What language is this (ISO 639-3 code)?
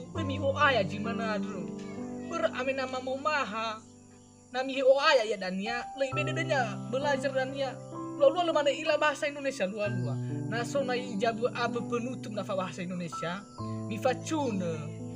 nia